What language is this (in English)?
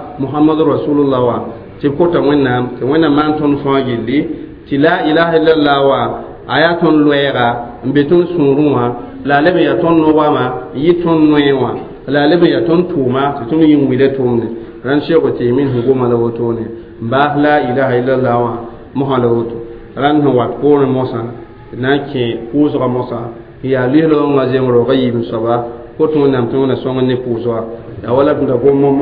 Mossi